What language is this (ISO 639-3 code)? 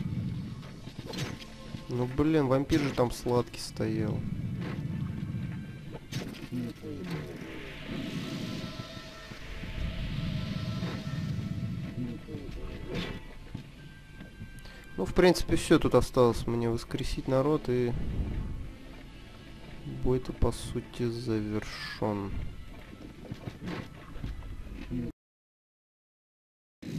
rus